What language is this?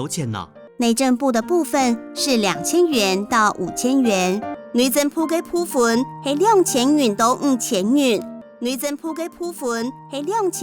Hakka Chinese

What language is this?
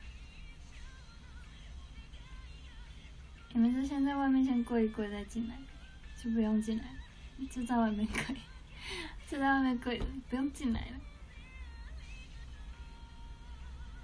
Chinese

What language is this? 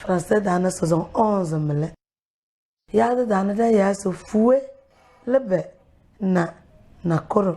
Tem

